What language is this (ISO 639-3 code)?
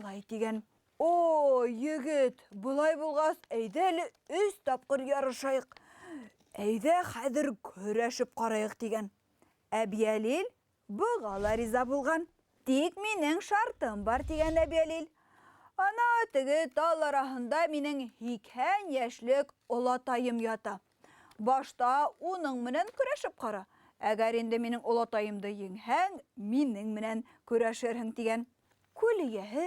bak